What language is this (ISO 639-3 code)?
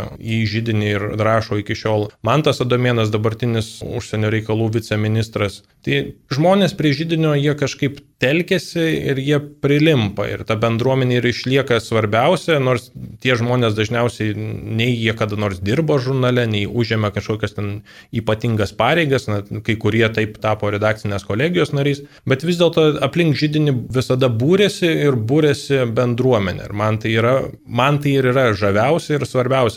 lit